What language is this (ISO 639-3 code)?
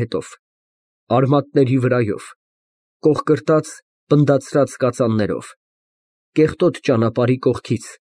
hye